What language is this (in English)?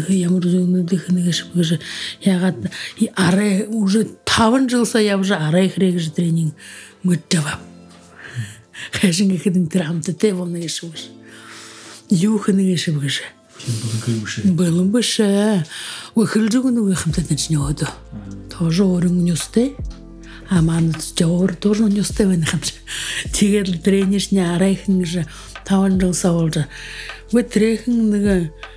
Buriat